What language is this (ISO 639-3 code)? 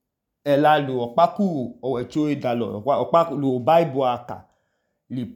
idu